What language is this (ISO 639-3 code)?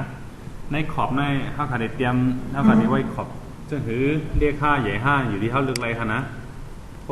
shn